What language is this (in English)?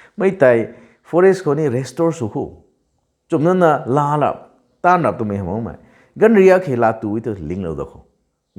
Rongmei Naga